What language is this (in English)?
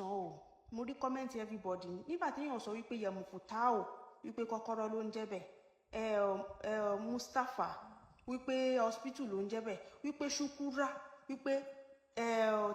Yoruba